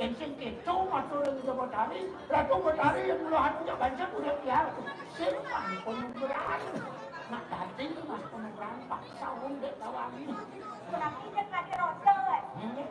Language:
Balinese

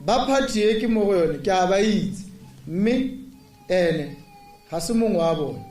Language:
Tswana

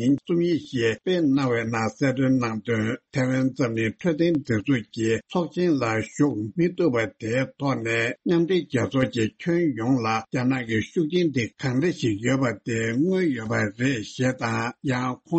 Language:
Tibetan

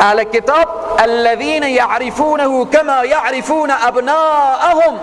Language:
Persian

